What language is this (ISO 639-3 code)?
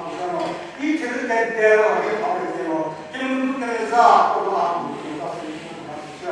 nri